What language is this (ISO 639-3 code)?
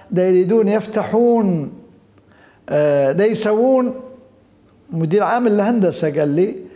acm